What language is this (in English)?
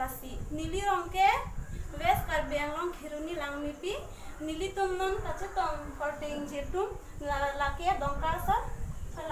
Karbi